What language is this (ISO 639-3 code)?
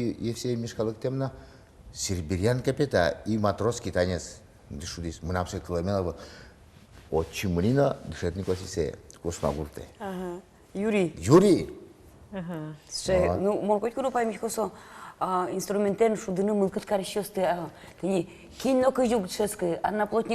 udm